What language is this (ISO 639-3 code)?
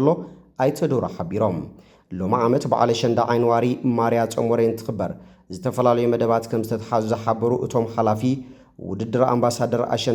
tir